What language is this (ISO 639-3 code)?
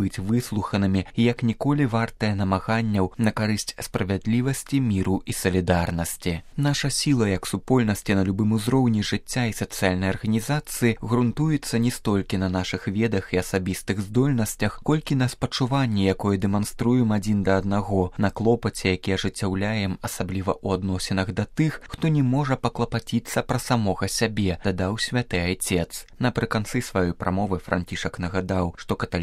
bel